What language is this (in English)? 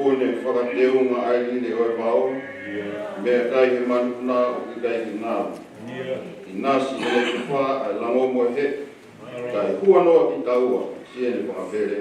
Tongan